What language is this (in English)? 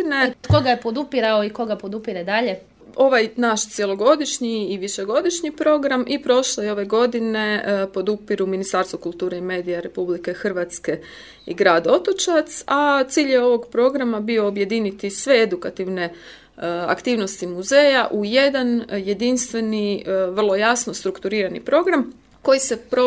Croatian